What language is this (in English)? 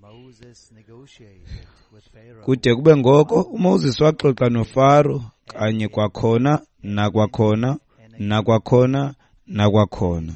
Xhosa